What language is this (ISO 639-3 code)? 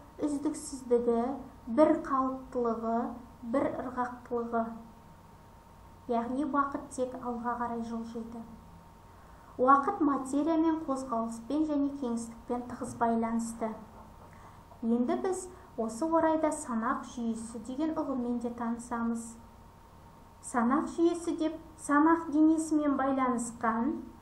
kaz